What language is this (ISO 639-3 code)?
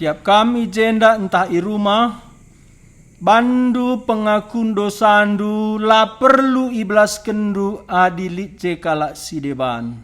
btx